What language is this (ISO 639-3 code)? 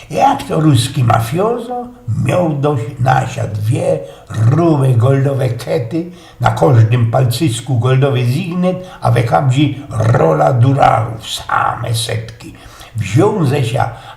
szl